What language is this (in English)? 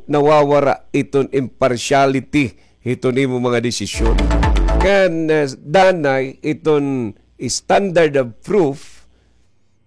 Waray